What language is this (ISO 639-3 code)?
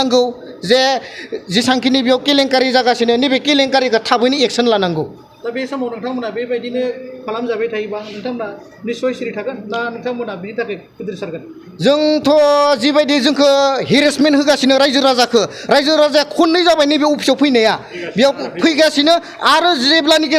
brx